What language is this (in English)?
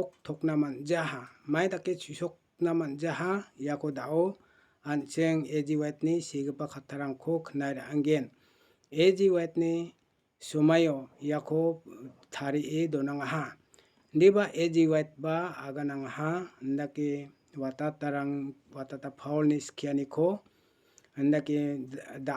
Garo